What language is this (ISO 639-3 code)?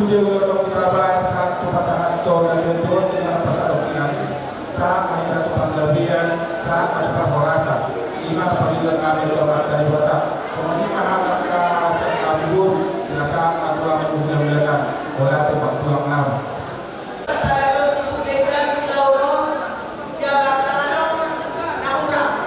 bbc